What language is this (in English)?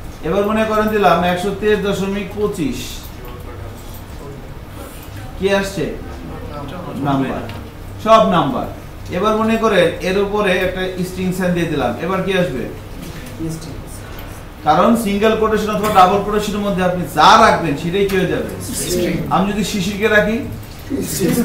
Bangla